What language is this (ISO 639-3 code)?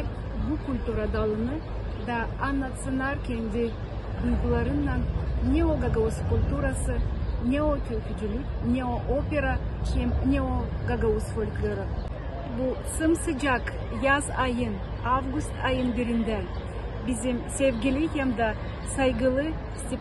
gag